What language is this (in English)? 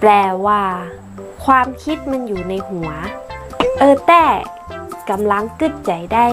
Northern Thai